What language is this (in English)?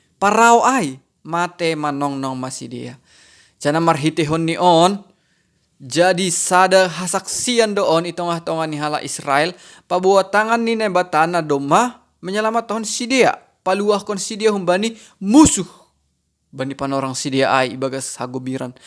Batak Simalungun